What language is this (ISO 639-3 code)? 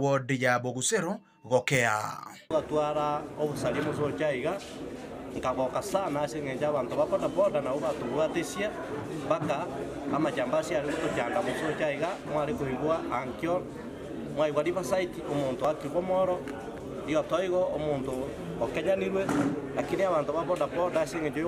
guz